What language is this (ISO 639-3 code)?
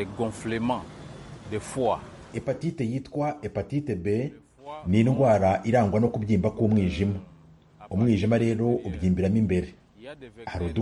kin